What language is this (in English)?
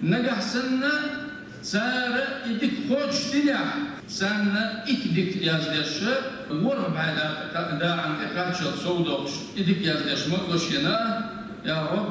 Chechen